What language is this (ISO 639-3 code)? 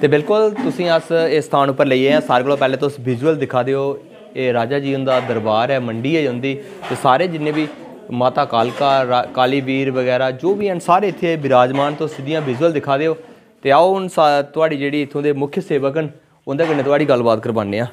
doi